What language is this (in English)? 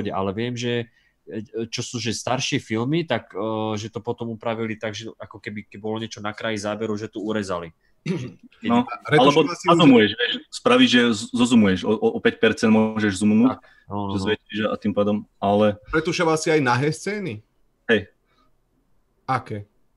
Slovak